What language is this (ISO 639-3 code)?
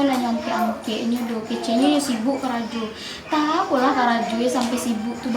min